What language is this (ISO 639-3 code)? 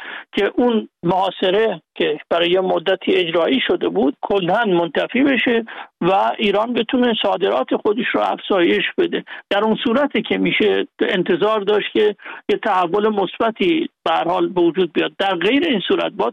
fas